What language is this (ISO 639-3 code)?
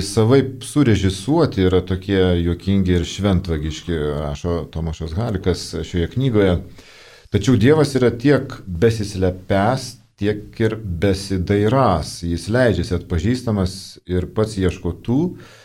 lit